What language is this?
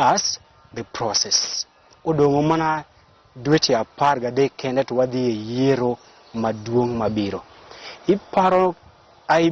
Luo (Kenya and Tanzania)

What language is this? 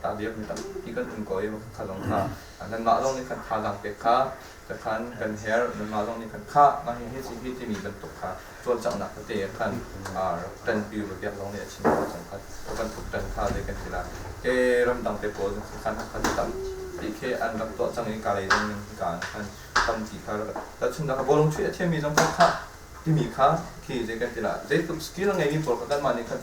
Hakha Chin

